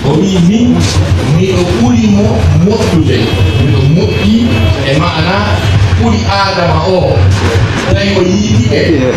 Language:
Pular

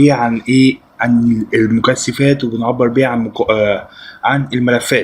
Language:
Egyptian Arabic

